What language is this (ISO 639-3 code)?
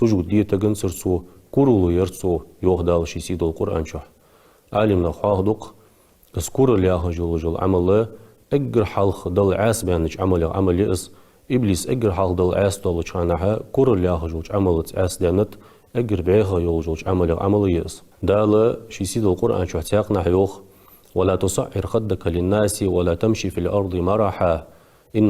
inh